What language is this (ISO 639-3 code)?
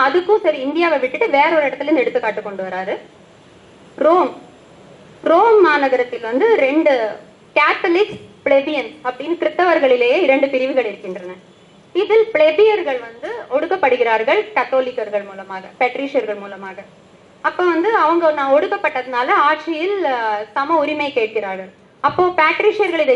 tam